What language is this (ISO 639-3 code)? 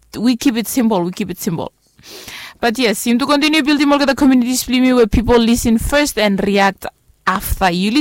bis